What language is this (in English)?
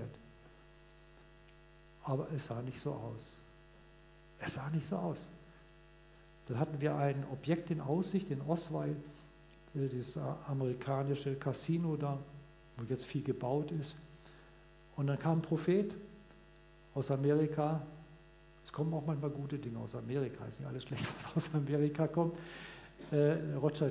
German